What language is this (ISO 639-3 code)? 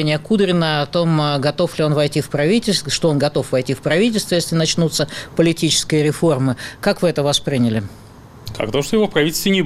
rus